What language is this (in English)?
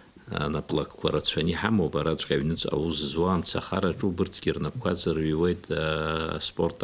Abkhazian